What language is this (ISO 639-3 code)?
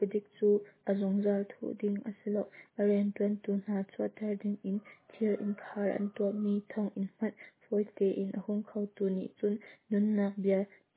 cnh